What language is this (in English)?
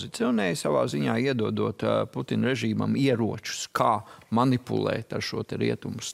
Latvian